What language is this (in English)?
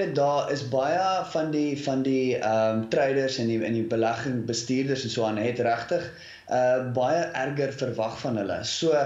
Afrikaans